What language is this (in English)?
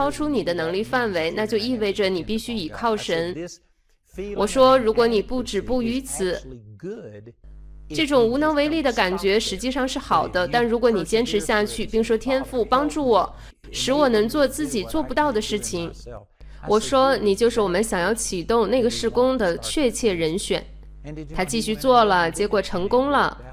Chinese